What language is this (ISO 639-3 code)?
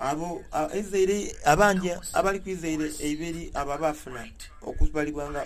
xog